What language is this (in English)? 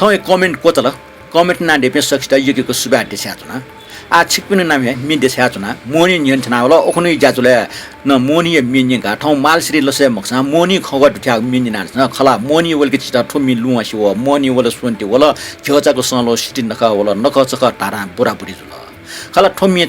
Newari